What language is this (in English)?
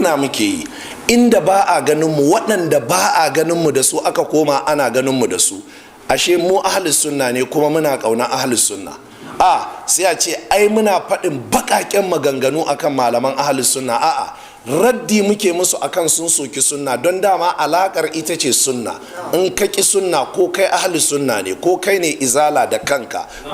Hausa